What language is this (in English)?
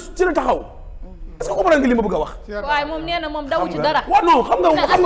Wolof